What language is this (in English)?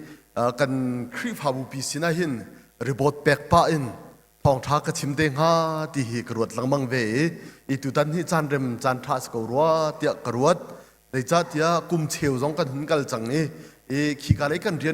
Hakha Chin